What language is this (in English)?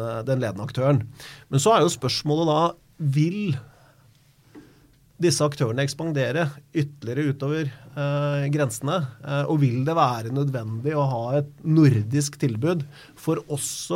Norwegian